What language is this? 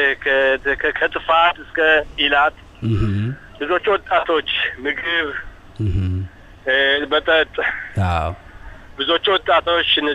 Amharic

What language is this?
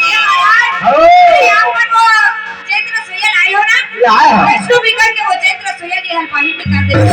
Chhattisgarhi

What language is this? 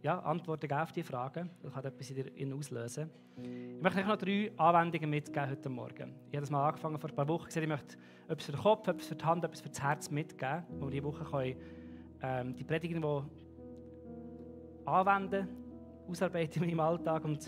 Swiss German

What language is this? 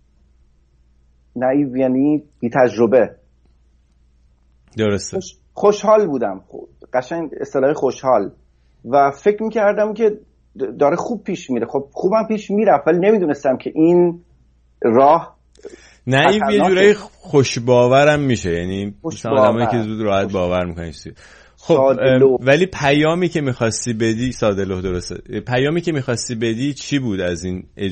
Persian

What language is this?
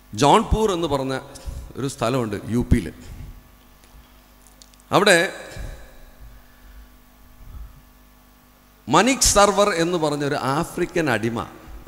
Malayalam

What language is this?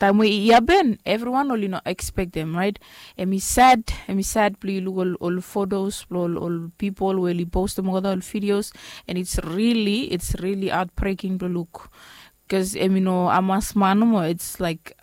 Bislama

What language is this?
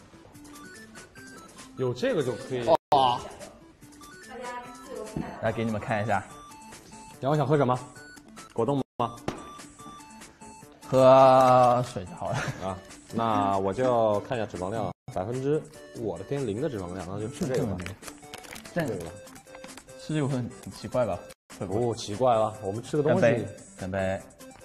Chinese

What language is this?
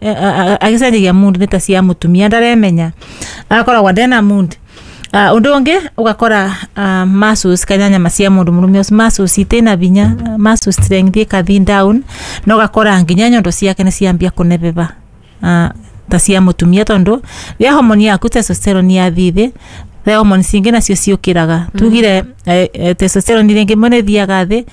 Kikuyu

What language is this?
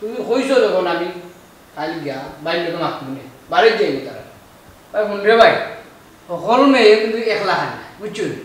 Sylheti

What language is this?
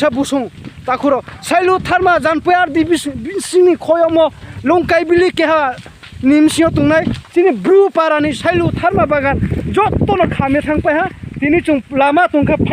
Riang (India)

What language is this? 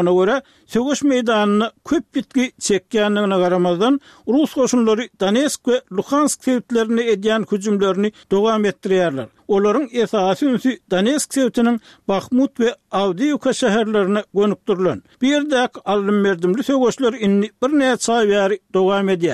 Turkmen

